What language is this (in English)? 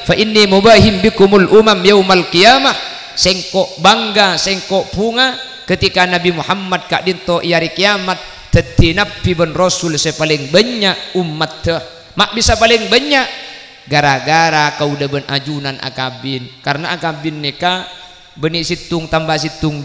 Madurese